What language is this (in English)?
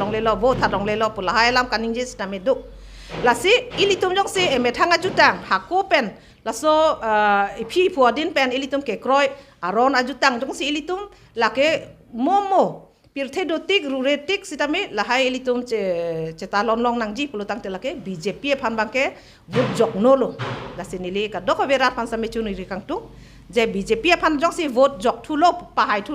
Karbi